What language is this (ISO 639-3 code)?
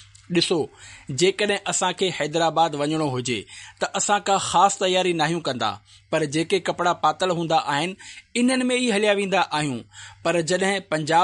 snd